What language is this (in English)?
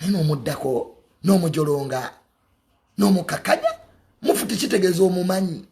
Ganda